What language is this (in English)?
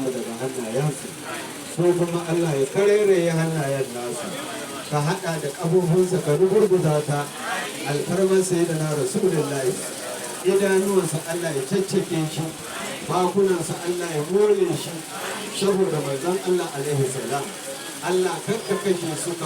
Hausa